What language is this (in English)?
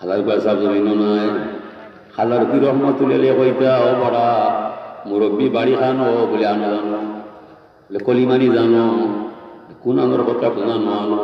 Sylheti